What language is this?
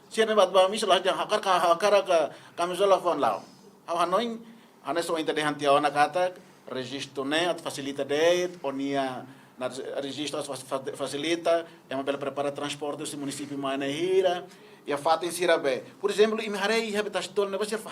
Tetum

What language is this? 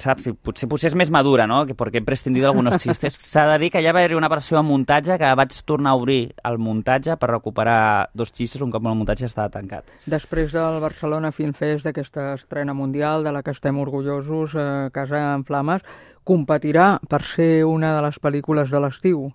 Catalan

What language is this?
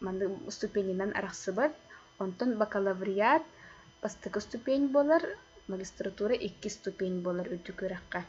Yakut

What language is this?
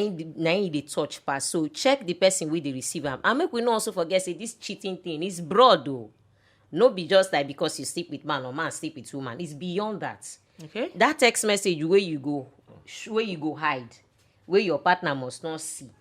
Nigerian Pidgin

